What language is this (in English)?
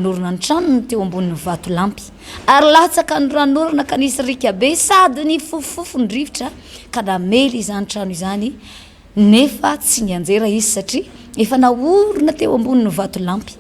Malagasy